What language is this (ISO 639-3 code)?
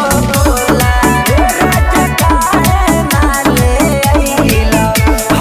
bho